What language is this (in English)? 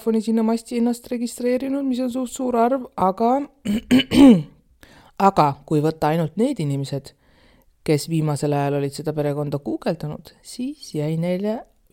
Estonian